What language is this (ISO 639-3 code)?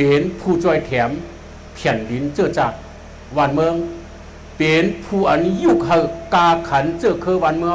shn